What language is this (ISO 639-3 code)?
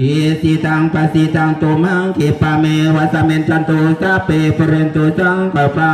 tts